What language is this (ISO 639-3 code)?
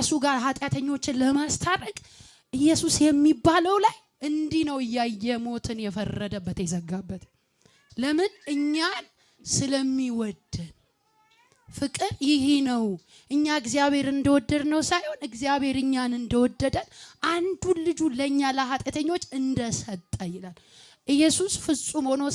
amh